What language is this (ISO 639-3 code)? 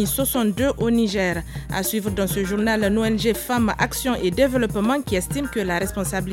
fra